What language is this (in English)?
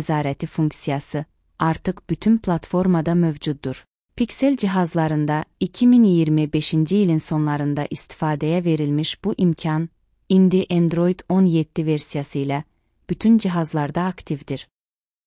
Azerbaijani